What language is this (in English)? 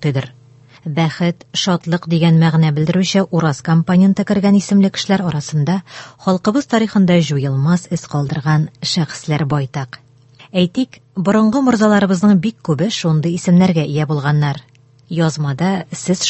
Tatar